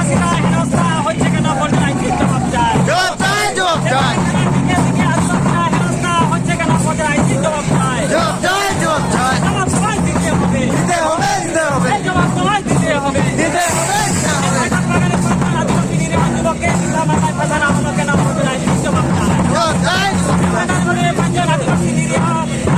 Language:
Santali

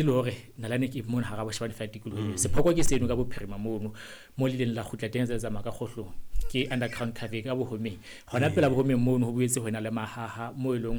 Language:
Southern Sotho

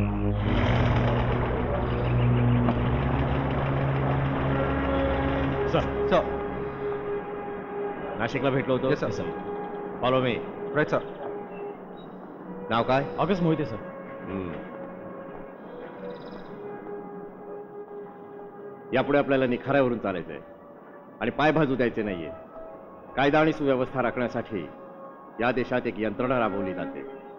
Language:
Marathi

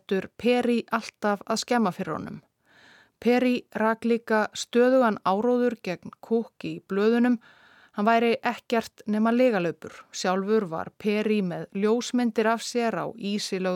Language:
Icelandic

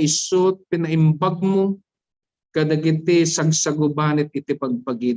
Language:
Iloko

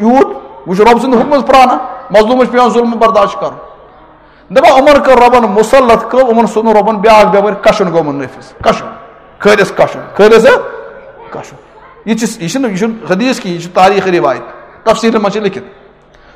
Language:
Kashmiri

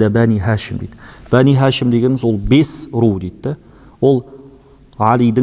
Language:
Kazakh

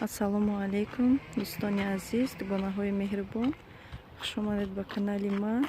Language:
Tajik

